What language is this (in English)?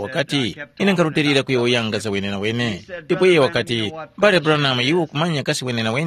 Tumbuka